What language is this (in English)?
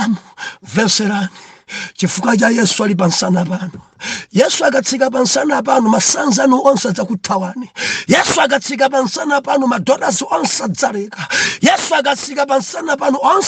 Nyanja